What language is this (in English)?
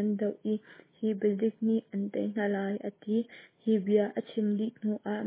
Hakha Chin